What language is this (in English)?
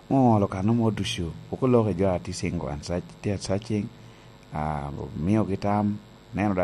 Lango (Uganda)